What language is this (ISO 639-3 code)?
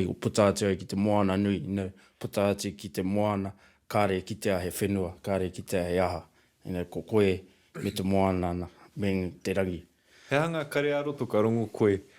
mri